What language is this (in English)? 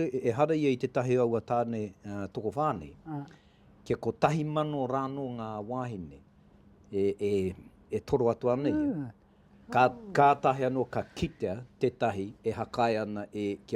Māori